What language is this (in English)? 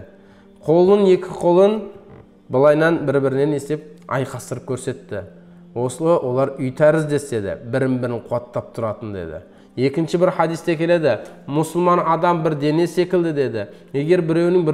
Kazakh